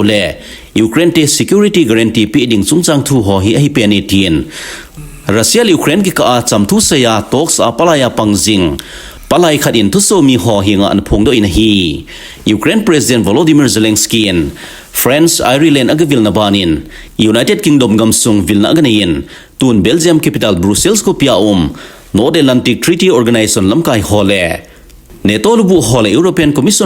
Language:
Thado Chin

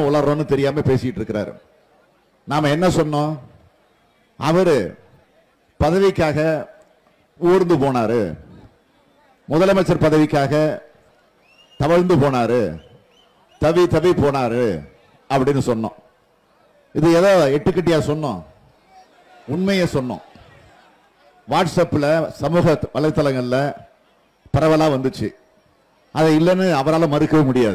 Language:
Tamil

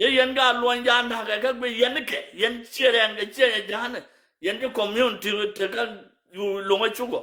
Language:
Nuer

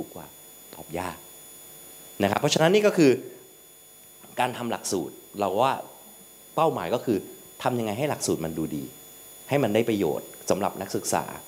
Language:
Thai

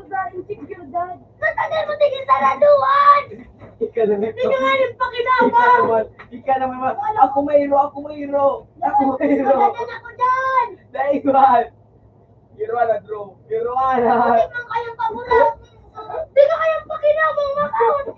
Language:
Bikol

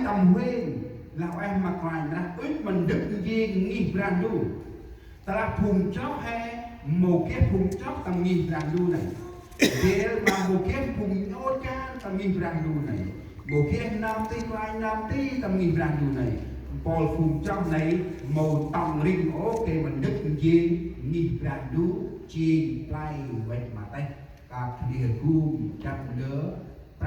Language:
Central Mnong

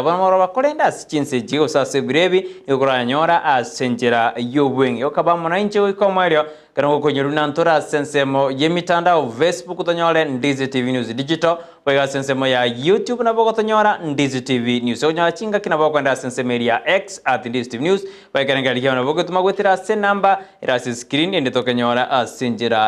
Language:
Gusii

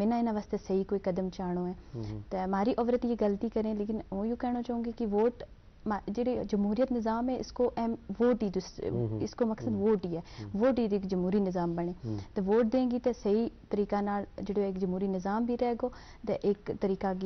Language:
Gujari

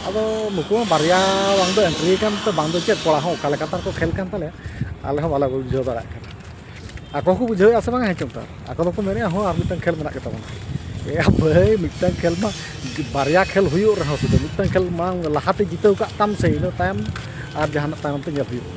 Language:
Santali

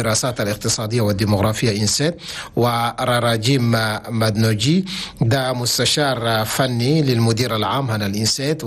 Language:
Chadian Arabic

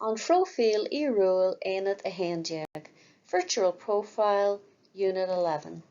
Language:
Irish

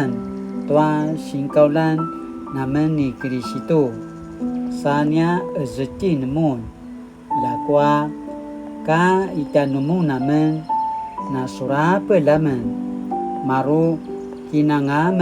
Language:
Paiwan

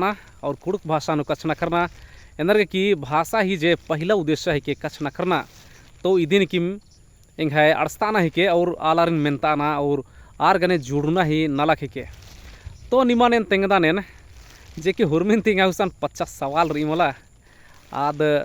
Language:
Kurukh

